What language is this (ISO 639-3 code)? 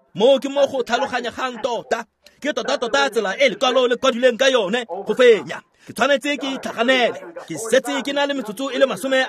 tsn